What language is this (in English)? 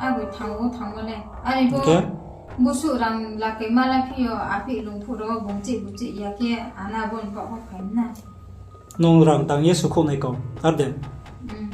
Riang (India)